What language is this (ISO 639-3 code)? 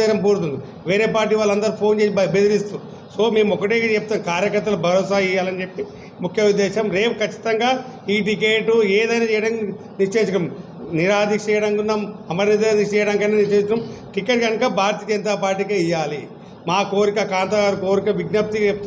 tel